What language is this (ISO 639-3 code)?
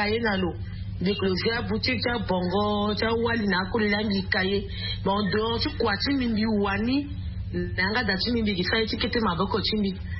sag